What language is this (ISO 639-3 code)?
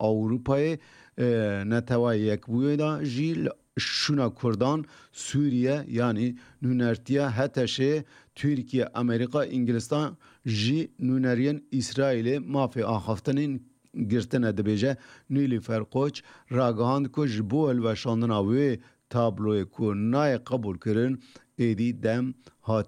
kur